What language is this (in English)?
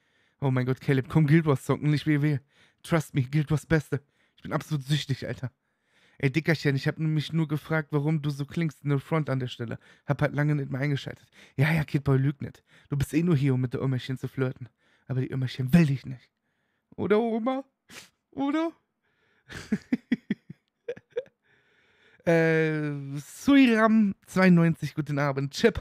German